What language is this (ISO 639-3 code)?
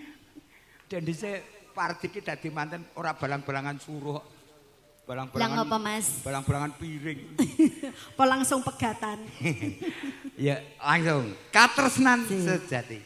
jav